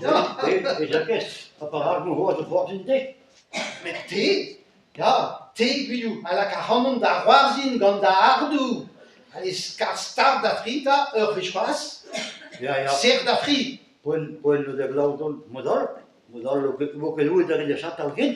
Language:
Breton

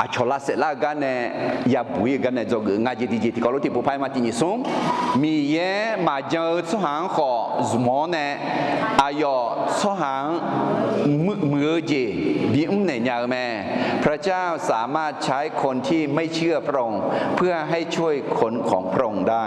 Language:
Akha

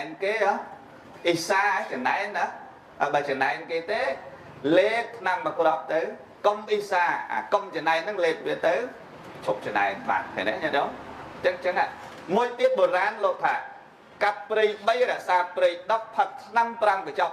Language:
Khmer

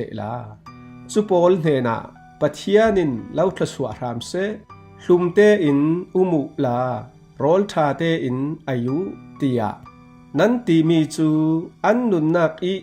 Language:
Falam Chin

